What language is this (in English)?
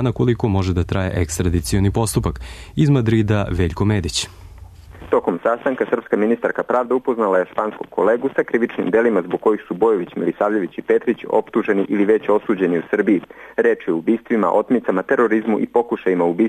Serbian